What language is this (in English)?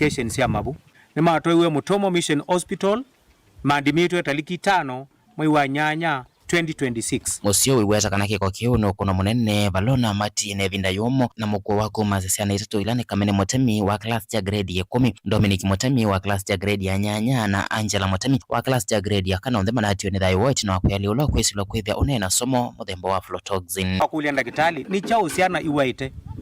Kamba